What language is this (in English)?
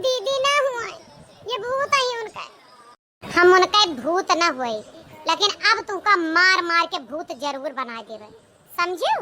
Awadhi